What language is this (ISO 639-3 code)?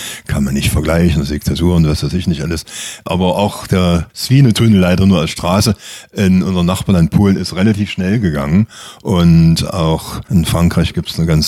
deu